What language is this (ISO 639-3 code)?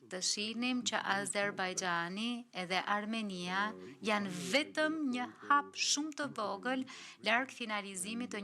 sqi